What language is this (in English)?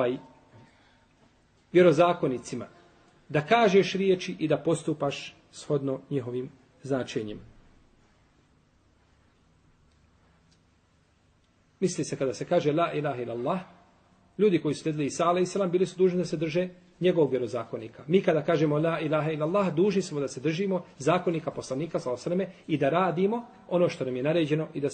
Bosnian